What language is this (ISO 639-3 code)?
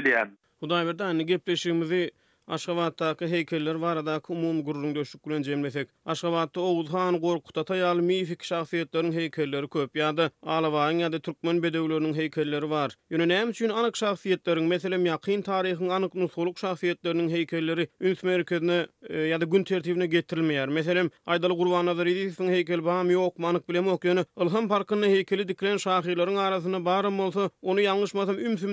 tuk